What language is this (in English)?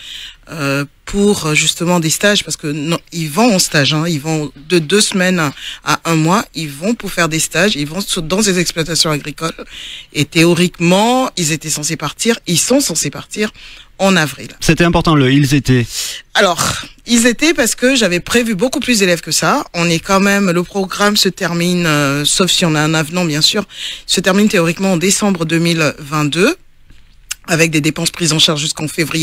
French